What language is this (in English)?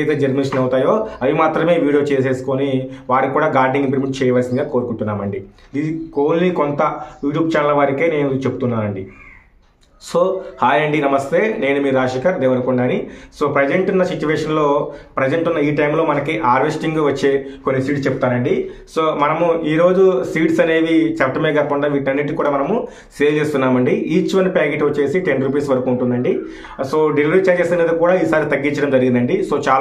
Telugu